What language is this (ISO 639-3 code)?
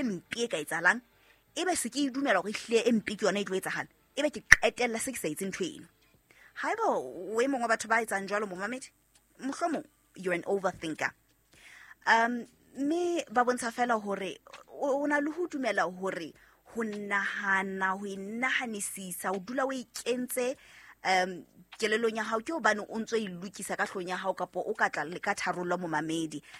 sot